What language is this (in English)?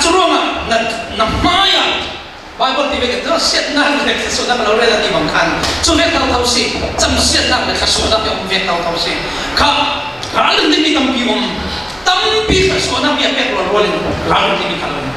Falam Chin